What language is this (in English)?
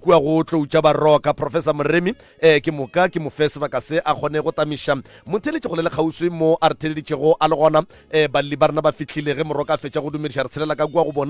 Northern Sotho